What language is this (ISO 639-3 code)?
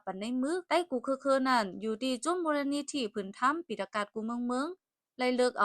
shn